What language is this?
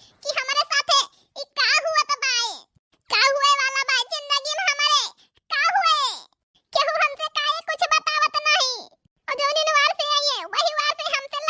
Awadhi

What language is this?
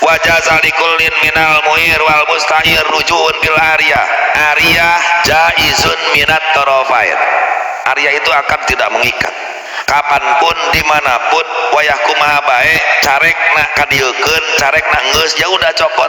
Sundanese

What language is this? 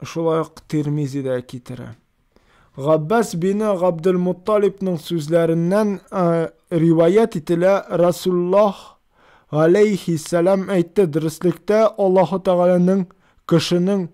Tatar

